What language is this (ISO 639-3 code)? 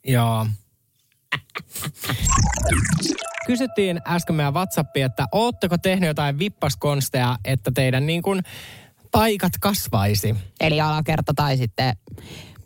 fin